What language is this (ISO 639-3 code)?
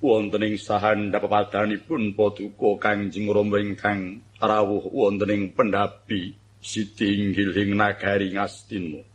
jav